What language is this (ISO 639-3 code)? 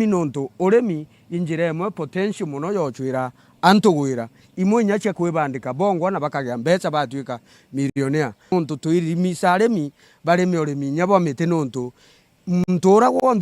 mer